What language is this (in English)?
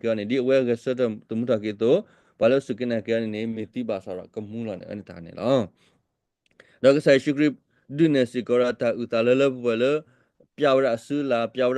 S'gaw Karen